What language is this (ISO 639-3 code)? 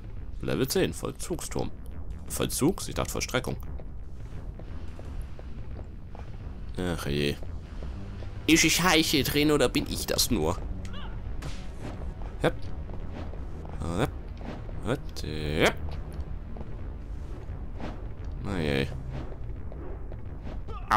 deu